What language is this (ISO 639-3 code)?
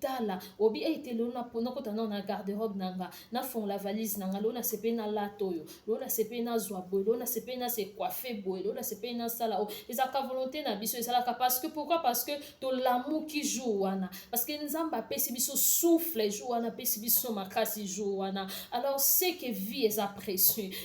lin